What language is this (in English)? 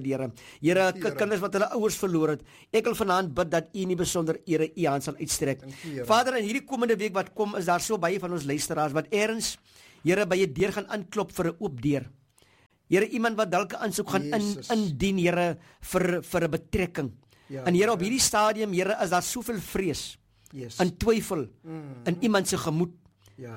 Afrikaans